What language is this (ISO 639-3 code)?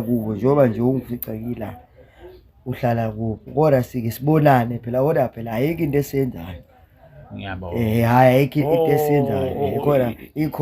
zul